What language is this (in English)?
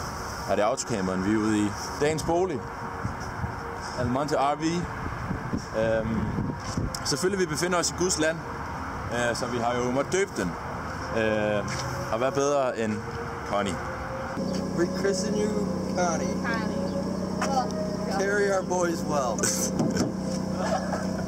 Danish